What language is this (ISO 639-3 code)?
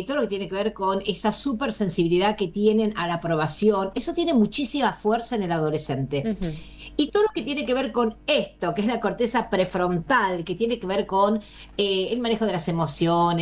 spa